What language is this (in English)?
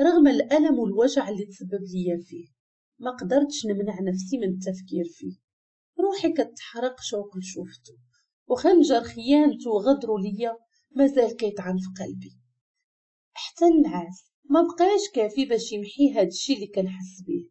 Moroccan Arabic